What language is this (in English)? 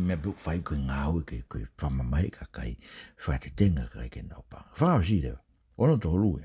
Tongan